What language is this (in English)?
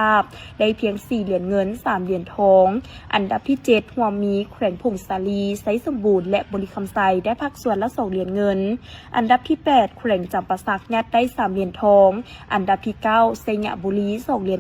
Lao